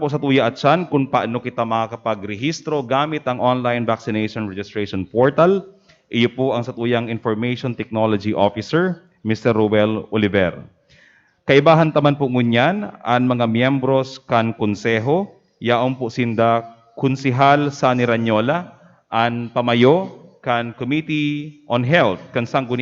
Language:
Bikol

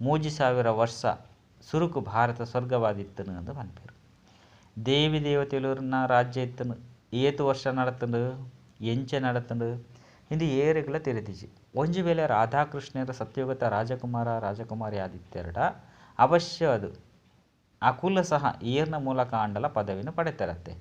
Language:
Tulu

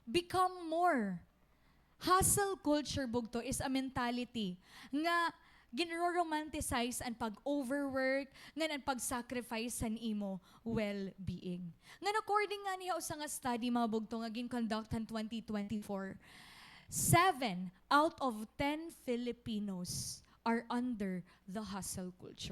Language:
Waray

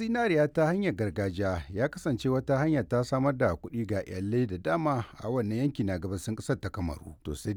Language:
Hausa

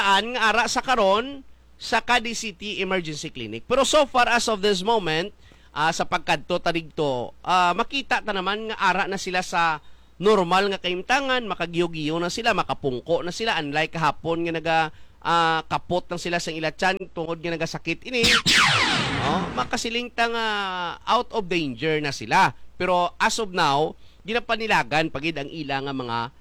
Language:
Hiligaynon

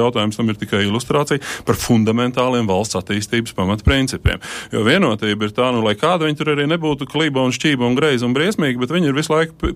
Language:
Latvian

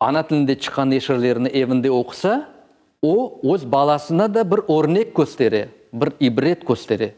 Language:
Crimean Tatar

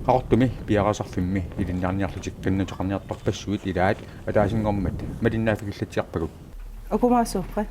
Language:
Kalaallisut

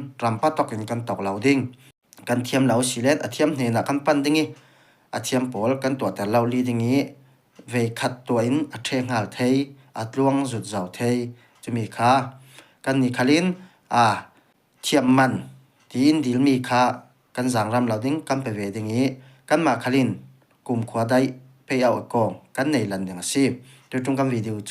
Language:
Falam Chin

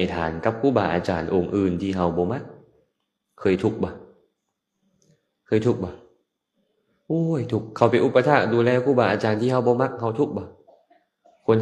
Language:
Lao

